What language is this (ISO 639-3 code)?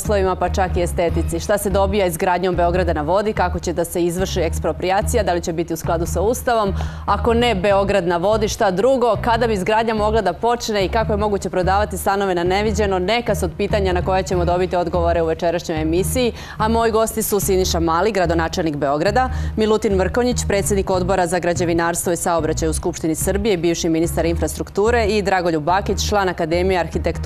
srp